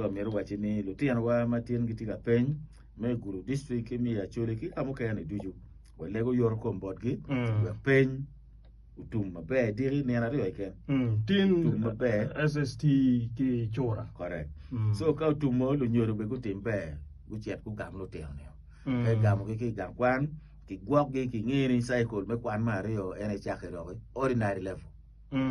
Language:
Acoli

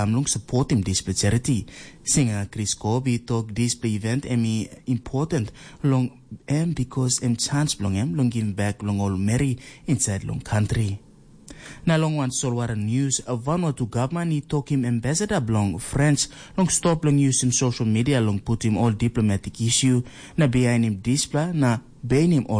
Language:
Tok Pisin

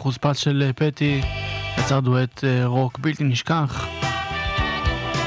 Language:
Hebrew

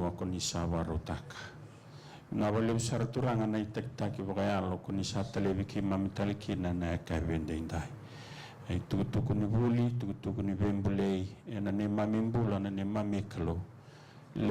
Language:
Fijian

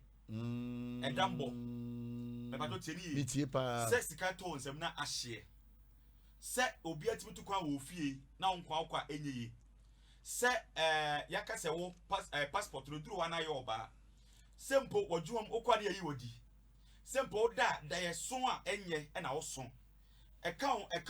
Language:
Akan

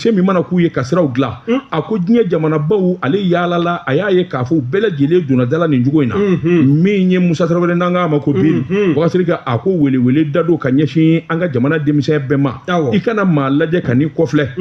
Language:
Bambara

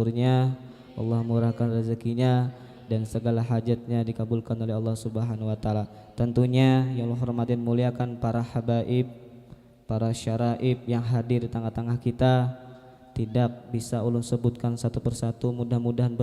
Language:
Banjar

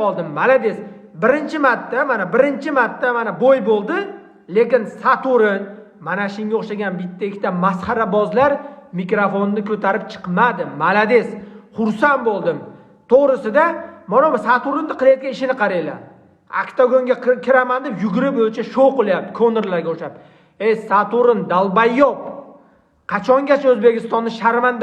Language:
Uzbek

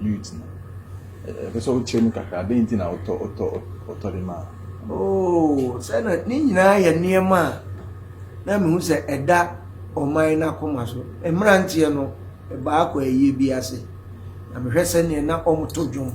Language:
Akan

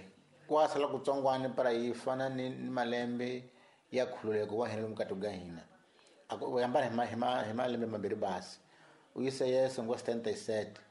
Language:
Tsonga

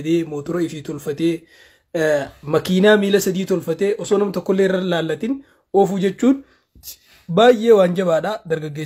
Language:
Oromo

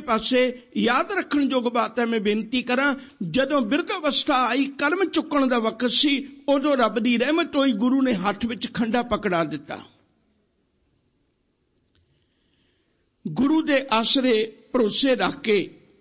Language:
Punjabi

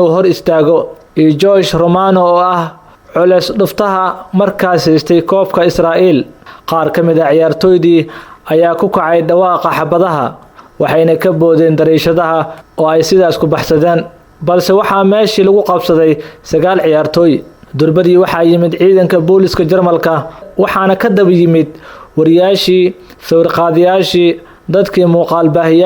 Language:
Somali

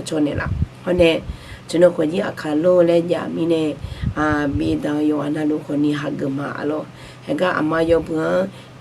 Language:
Akha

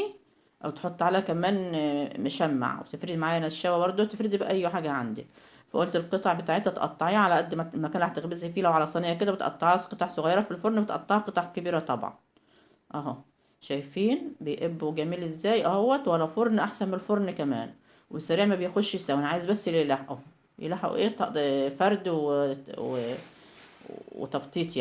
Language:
Egyptian Arabic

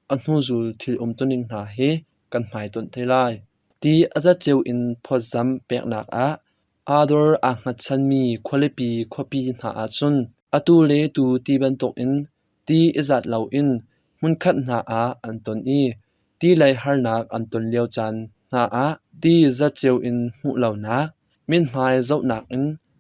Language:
Hakha Chin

